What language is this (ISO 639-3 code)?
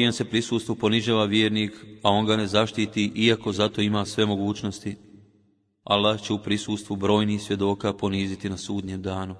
bos